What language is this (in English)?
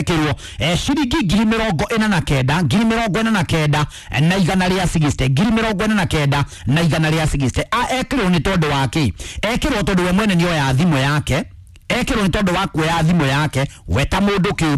Kikuyu